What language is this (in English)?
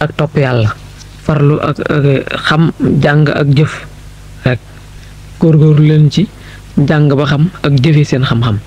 Wolof